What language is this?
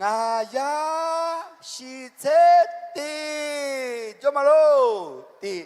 Akha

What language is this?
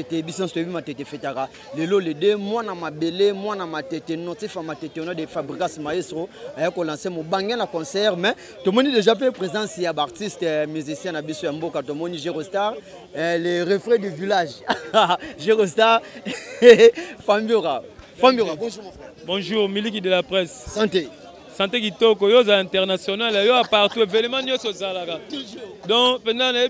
Lingala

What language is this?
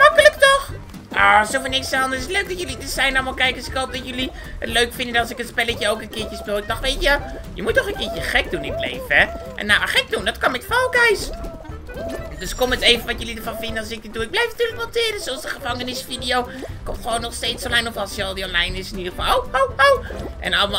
Dutch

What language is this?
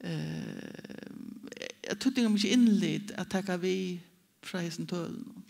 Faroese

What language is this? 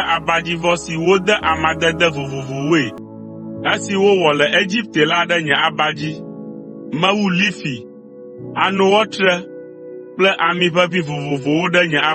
Ewe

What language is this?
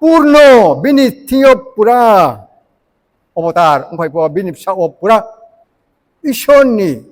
Riang (India)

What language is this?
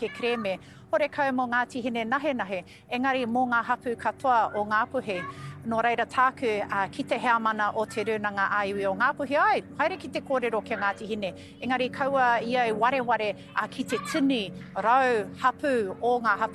Māori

